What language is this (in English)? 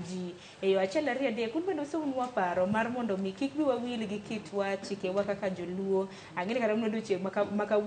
Luo (Kenya and Tanzania)